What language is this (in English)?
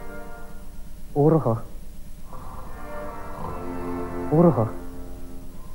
Finnish